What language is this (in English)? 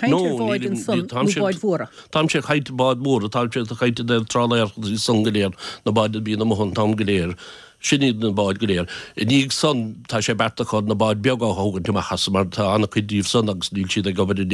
Irish